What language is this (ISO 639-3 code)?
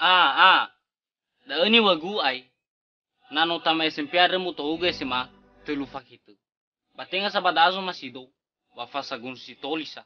nia